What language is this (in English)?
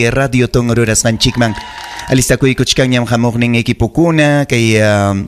Ayacucho Quechua